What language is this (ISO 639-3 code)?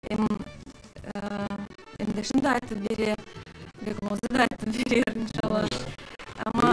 crh